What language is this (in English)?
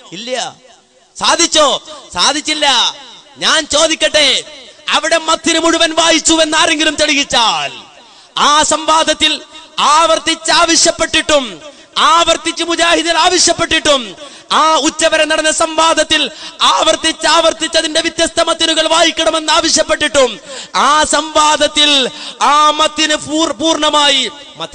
Malayalam